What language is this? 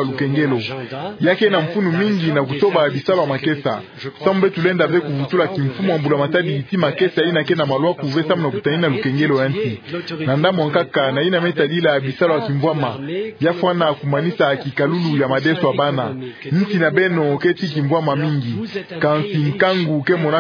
Kituba (Democratic Republic of Congo)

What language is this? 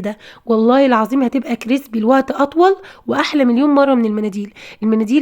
Egyptian Arabic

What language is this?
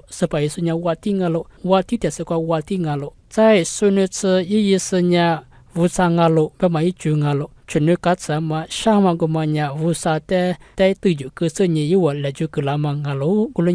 Lisu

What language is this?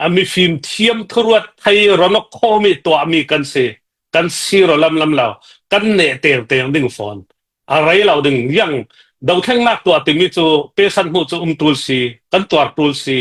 Falam Chin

